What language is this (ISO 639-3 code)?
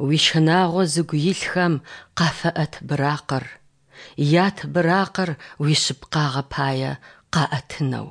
ady